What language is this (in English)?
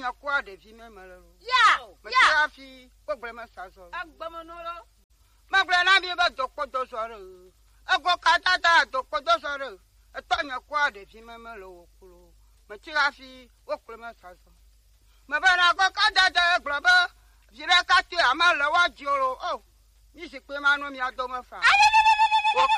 Gen